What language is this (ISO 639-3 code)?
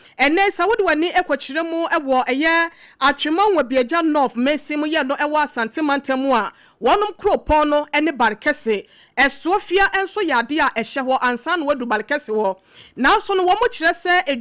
aka